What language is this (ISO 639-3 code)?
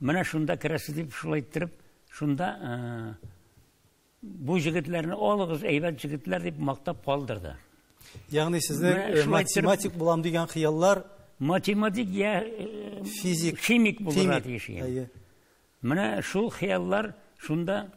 tat